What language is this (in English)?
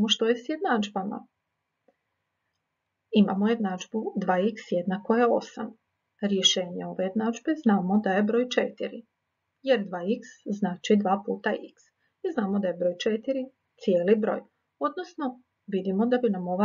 Croatian